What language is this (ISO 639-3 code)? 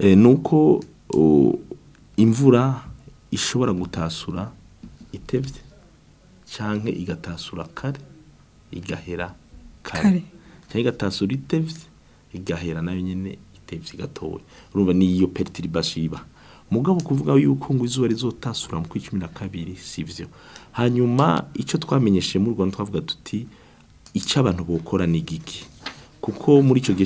run